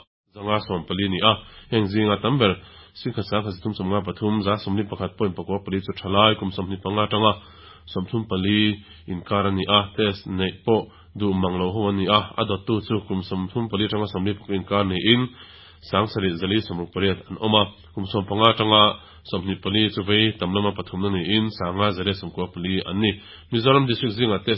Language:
Mizo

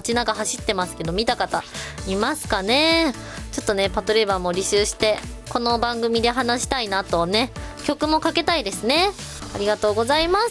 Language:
Japanese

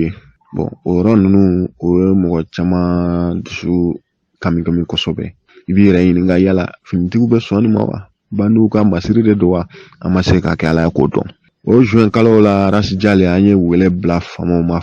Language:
Bambara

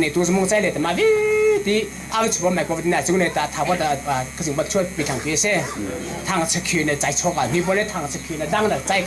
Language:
Hakha Chin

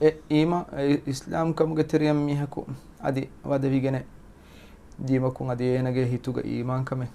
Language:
Divehi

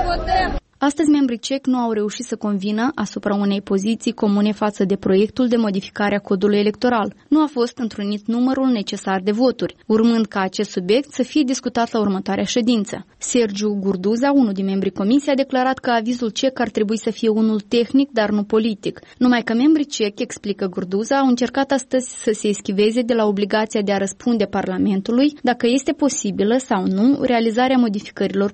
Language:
Romanian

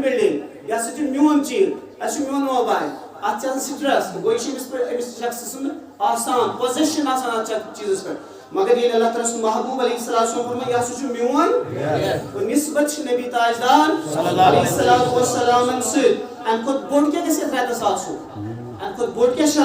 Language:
Kashmiri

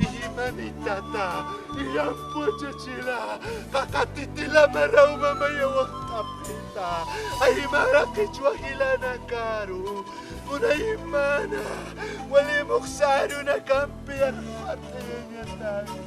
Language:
Aymara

